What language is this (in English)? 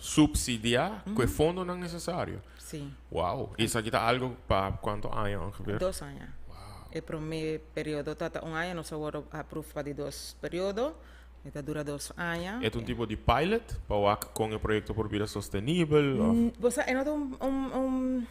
Papiamento